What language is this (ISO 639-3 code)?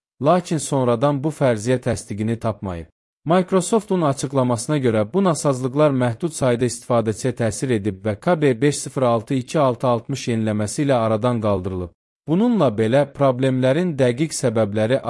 aze